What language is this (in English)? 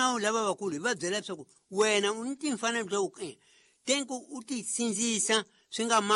Tsonga